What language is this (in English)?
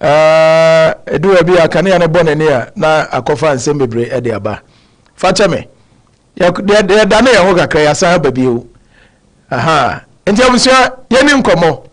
Akan